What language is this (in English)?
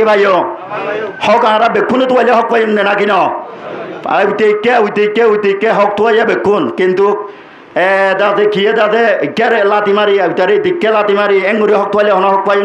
Rohingya